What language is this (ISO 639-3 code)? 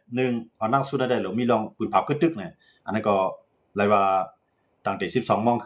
shn